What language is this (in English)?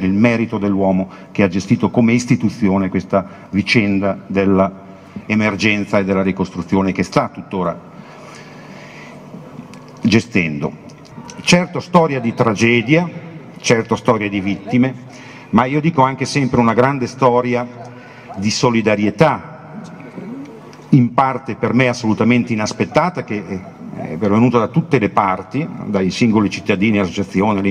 Italian